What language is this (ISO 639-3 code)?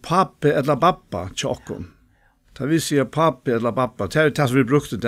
fao